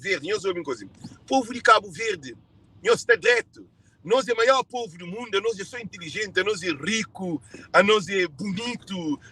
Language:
Kabuverdianu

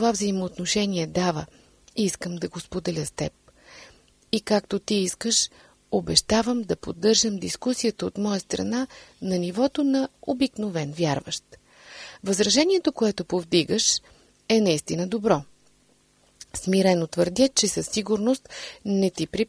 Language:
Bulgarian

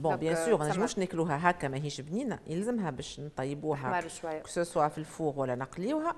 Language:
Tunisian Arabic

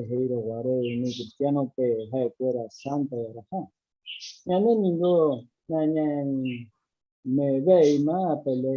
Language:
Guarani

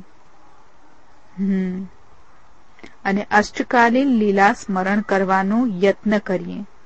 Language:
Gujarati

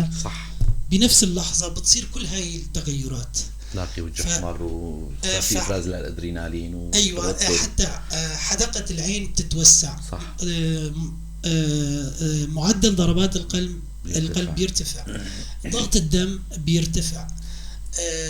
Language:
North Levantine Arabic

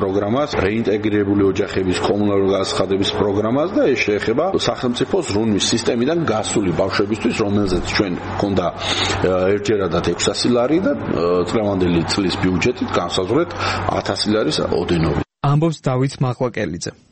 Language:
Georgian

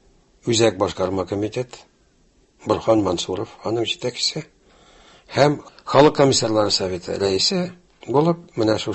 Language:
Tatar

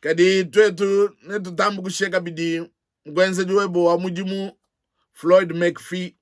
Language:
Luba-Lulua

